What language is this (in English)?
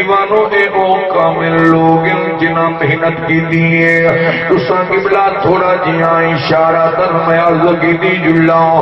Saraiki